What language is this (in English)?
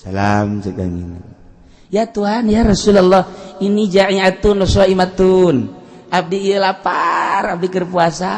Sundanese